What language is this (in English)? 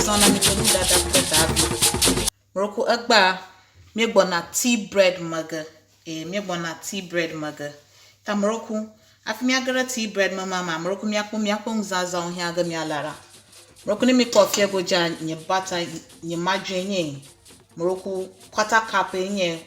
Ewe